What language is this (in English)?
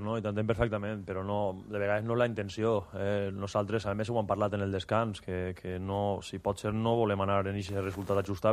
Catalan